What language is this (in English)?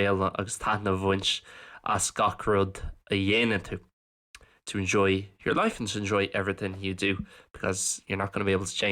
Irish